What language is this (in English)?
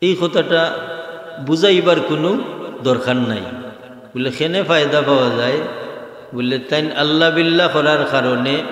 Sylheti